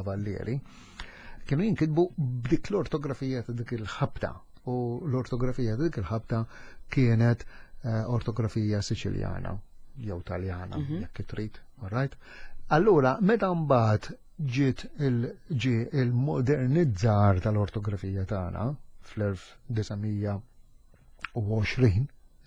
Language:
Maltese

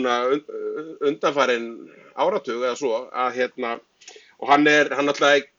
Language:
Icelandic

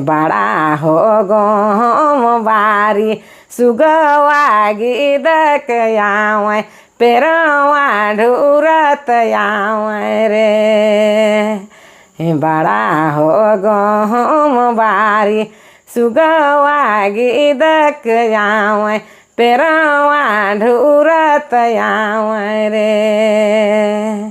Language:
Sadri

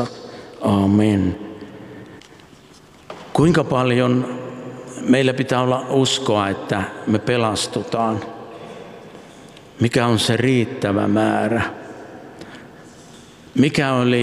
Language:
Finnish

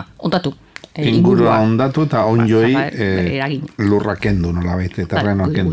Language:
Basque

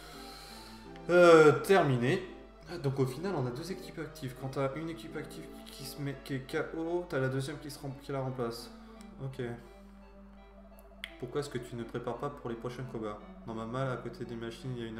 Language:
French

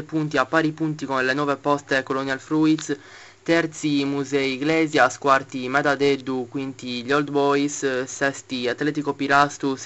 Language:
Italian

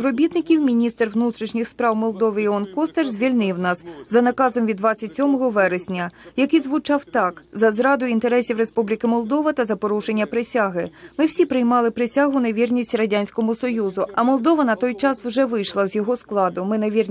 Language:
Ukrainian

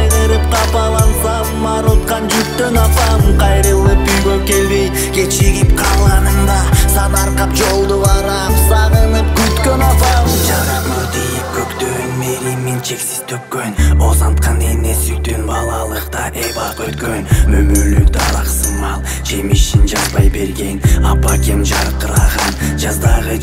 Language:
Kyrgyz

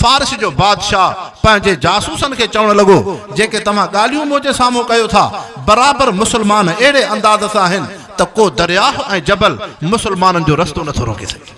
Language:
Sindhi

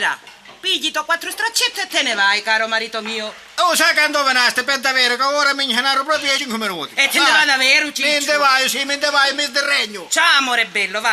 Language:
Sicilian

